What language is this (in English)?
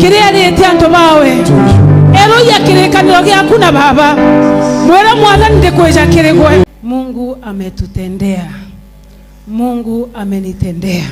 Meru